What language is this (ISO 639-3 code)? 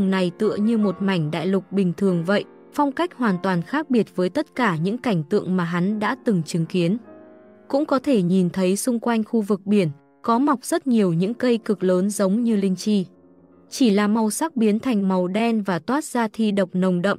vie